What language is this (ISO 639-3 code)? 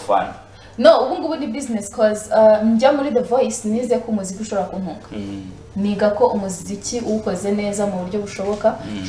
kin